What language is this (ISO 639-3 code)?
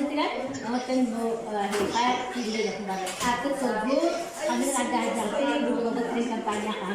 sah